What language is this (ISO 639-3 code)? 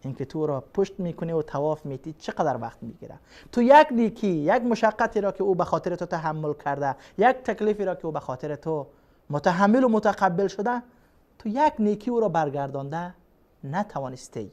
fas